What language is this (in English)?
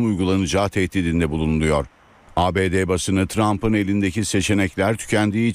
Turkish